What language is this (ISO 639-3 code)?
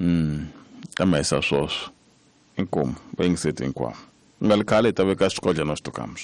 tso